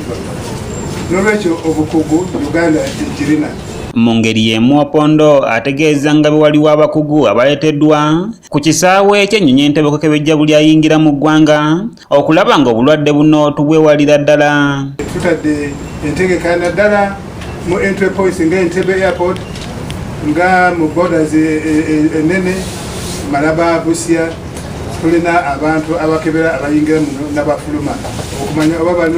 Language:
Ganda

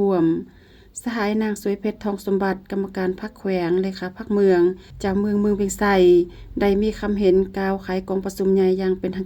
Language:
Lao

